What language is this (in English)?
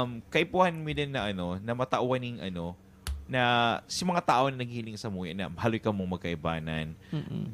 Bikol